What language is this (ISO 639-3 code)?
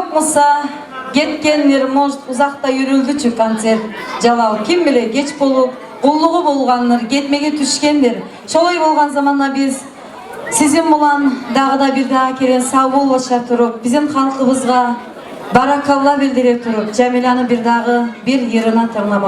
kum